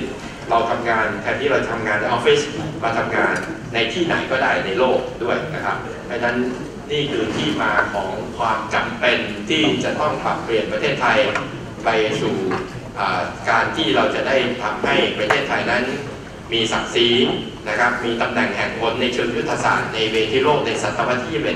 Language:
Thai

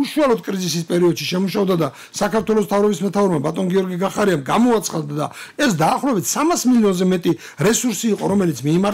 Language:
Georgian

